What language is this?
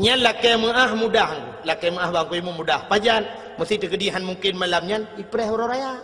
Achinese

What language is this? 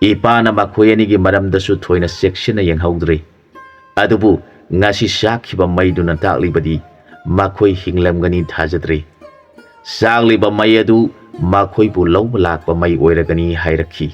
Manipuri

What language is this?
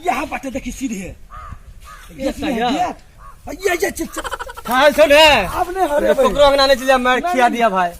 Maithili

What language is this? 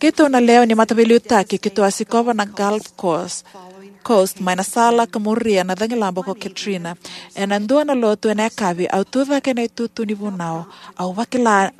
Fijian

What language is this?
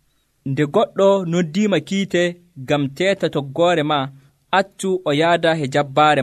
Nigerian Fulfulde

